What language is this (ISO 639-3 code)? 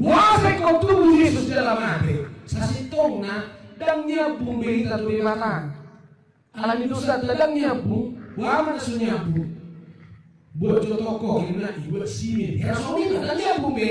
bbc